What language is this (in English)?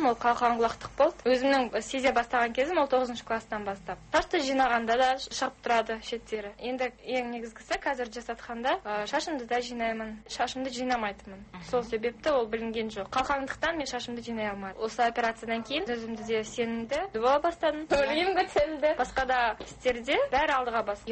Kazakh